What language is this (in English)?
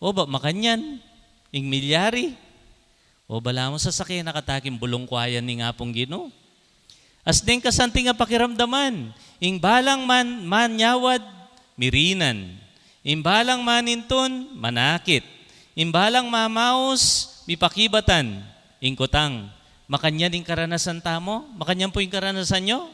Pampanga